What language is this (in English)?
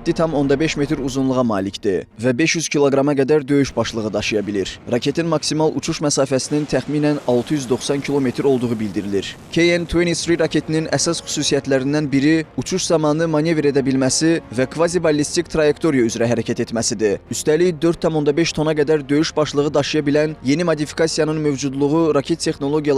Azerbaijani